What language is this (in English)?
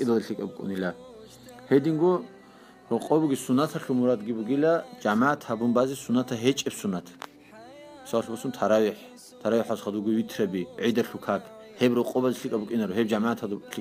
Avaric